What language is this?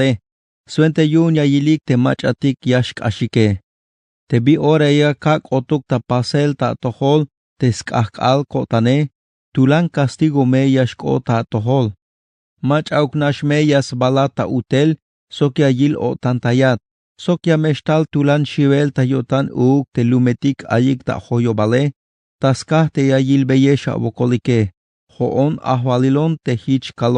Tzeltal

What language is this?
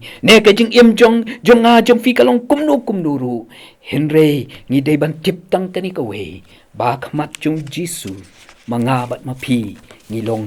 Khasi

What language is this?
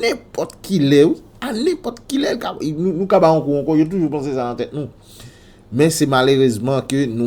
Haitian Creole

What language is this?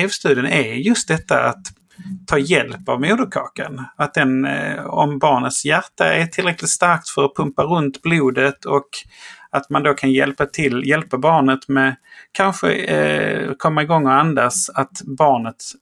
Swedish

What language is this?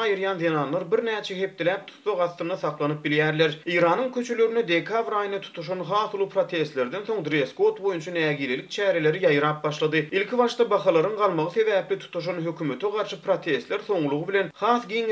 Turkmen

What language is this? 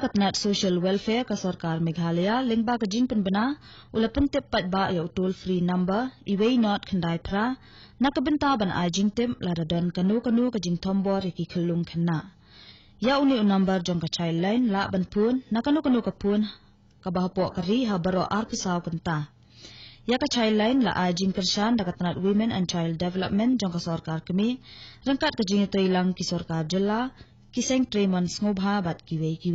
Khasi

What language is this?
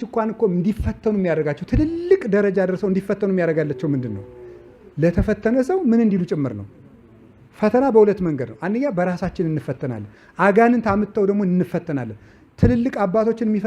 Amharic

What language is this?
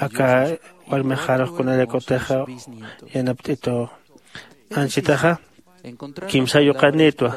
Aymara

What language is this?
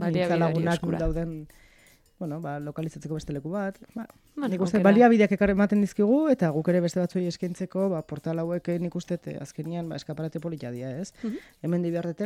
Basque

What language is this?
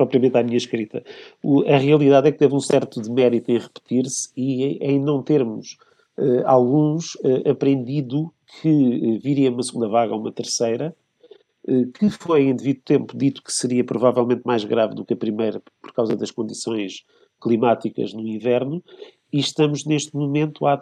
Portuguese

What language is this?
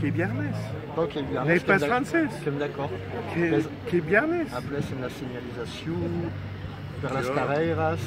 Occitan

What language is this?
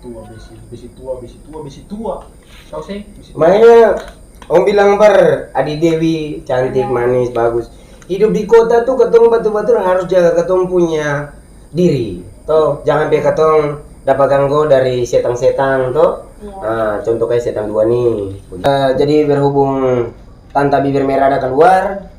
Ambonese Malay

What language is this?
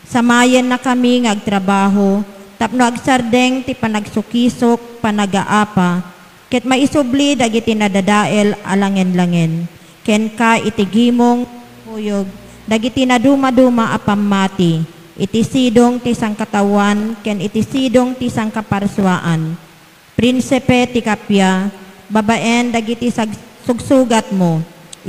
Iloko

